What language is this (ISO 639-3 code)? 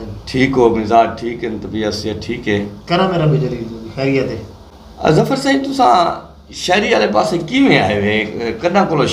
skr